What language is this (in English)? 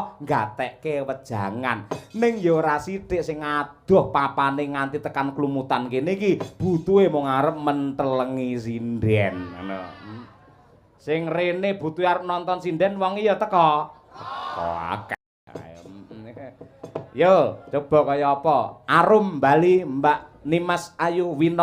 Javanese